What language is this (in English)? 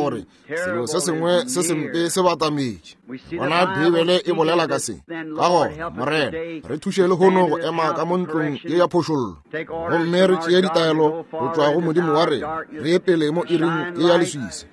Northern Sotho